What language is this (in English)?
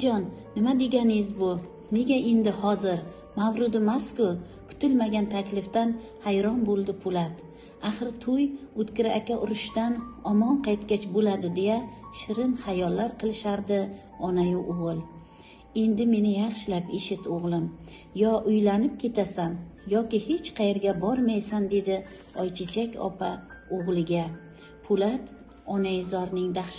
Uzbek